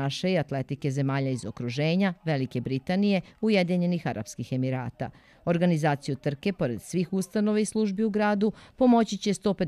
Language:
Serbian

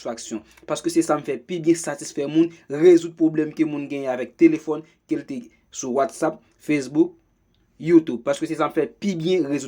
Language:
Haitian Creole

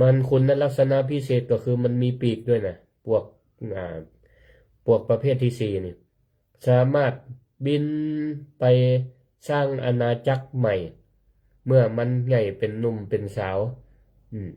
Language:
Northern Thai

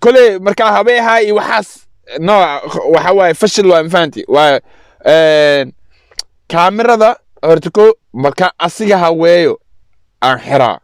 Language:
Somali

